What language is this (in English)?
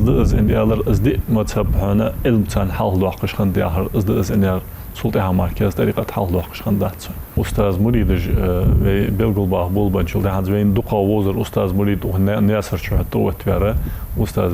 Ingush